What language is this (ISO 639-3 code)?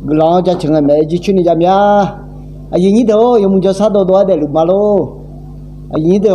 ahk